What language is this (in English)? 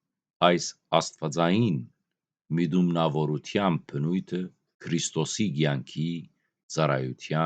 Western Armenian